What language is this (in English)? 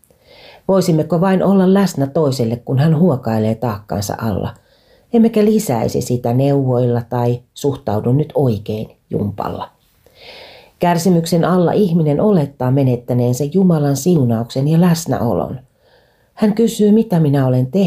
Finnish